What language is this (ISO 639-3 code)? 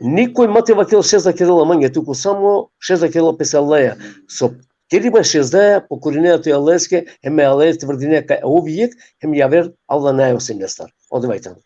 rmn